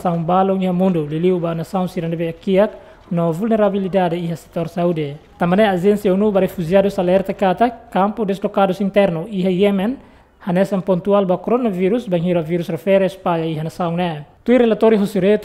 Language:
Tetum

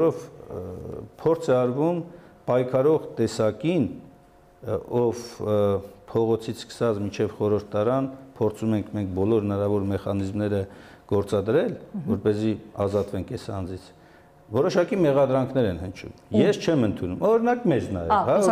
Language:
Armenian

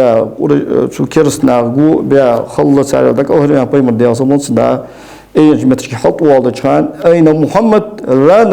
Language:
Ingush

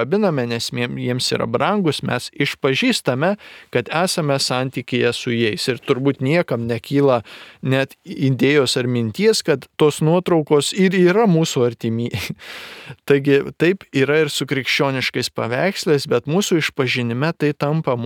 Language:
Lithuanian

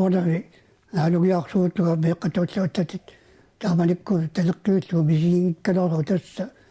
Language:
Kalaallisut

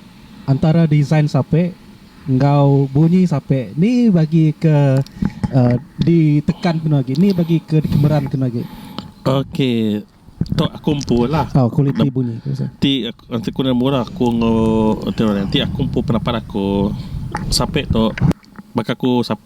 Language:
Iban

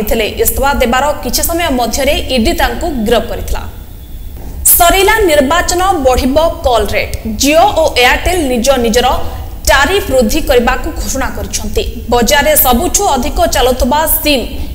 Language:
Odia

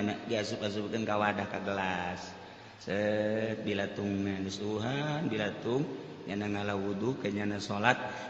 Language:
Sundanese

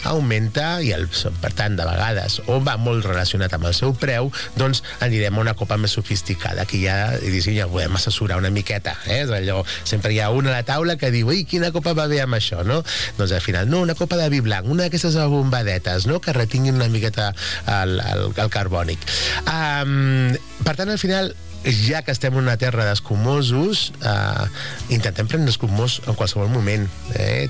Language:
Catalan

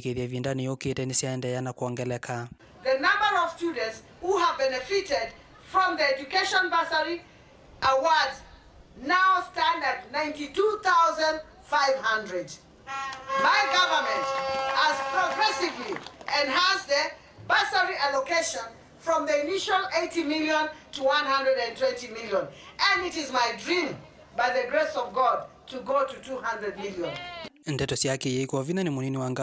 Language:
Kamba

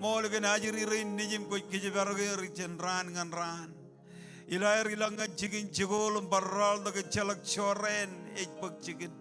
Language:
Marshallese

